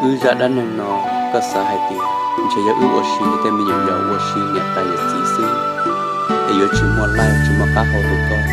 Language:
Hmong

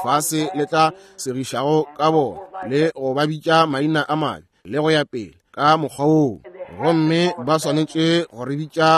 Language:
Northern Sotho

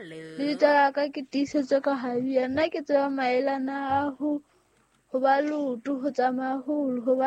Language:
Southern Sotho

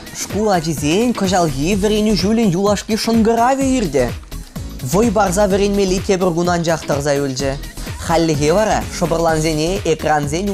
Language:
Chuvash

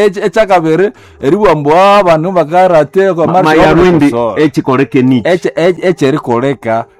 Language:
Nande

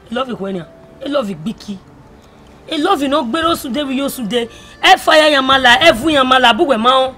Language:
Bini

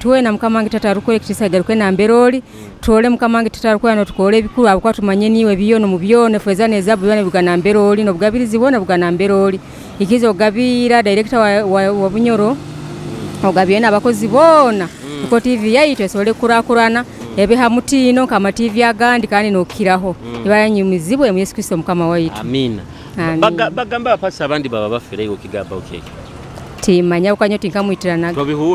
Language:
Nyoro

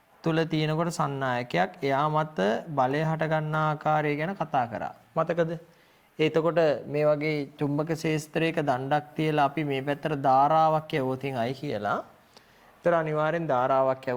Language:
Sinhala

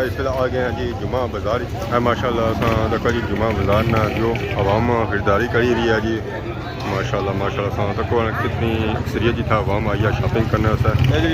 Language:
Pahari-Potwari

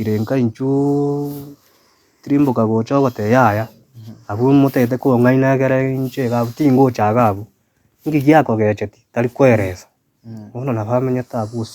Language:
Gusii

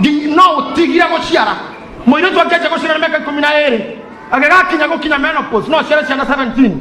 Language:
Kikuyu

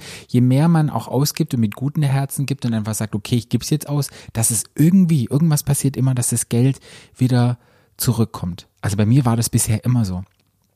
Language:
German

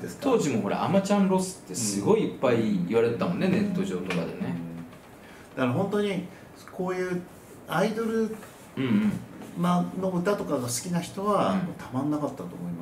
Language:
Japanese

